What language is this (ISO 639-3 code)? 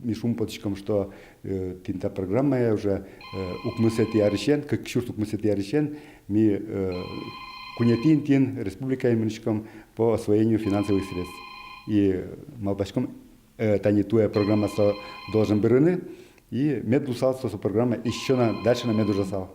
udm